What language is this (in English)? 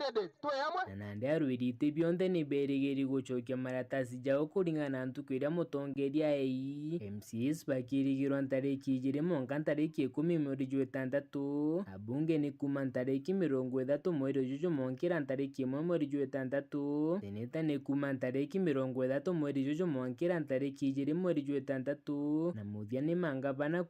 Meru